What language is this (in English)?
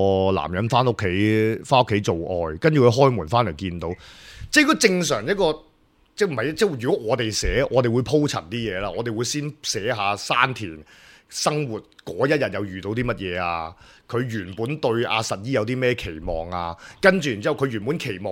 Cantonese